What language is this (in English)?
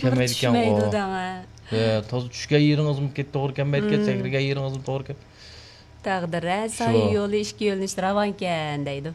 Uyghur